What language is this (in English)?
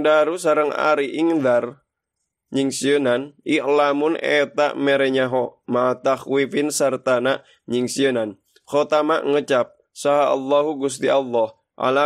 Sundanese